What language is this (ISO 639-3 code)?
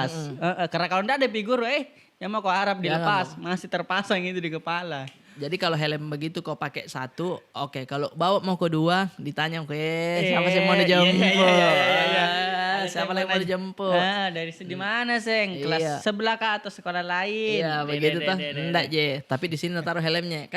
mfp